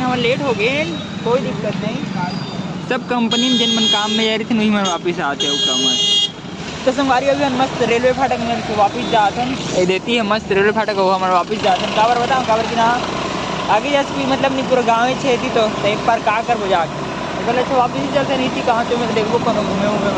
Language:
Chhattisgarhi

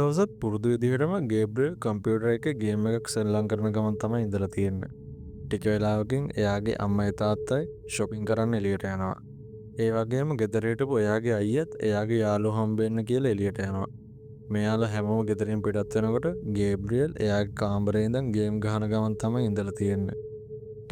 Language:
Sinhala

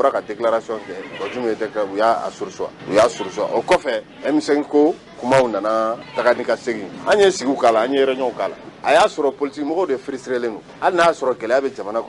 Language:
Bambara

